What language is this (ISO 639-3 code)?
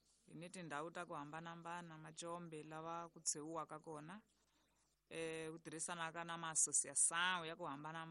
tso